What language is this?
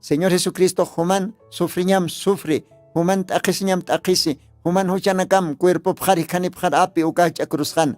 Aymara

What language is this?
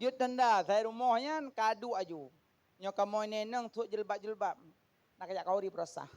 Achinese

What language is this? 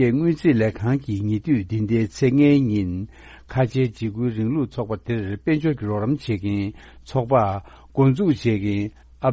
Tibetan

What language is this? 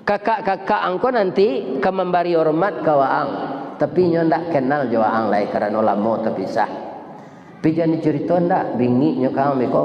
Minangkabau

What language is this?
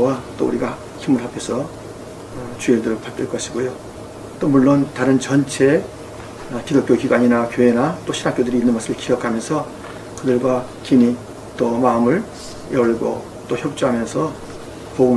Korean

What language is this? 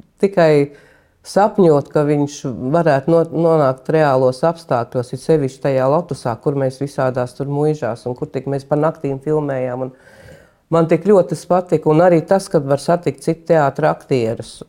Latvian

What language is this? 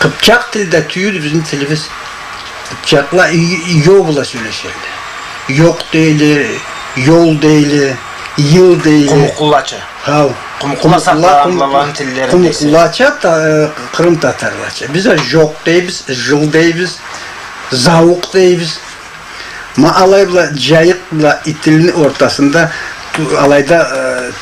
Karachay-Balkar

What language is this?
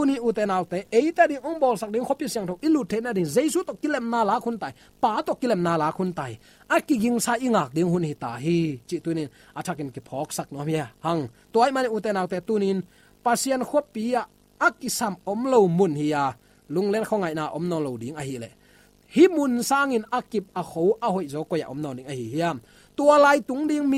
Tedim Chin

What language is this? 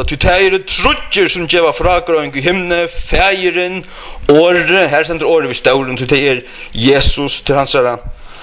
Faroese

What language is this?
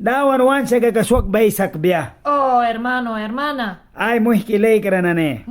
Mískito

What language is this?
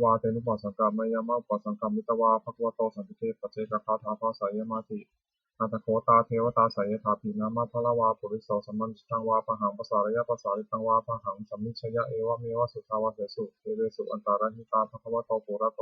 Pali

